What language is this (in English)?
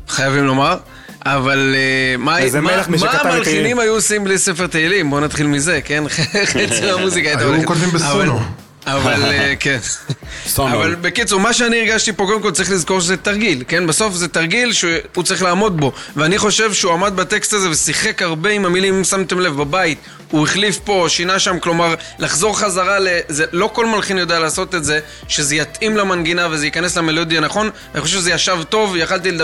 Hebrew